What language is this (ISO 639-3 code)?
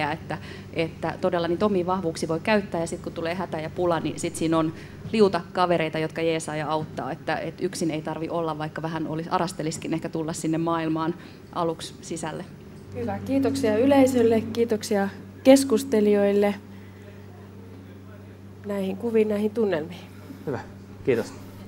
fin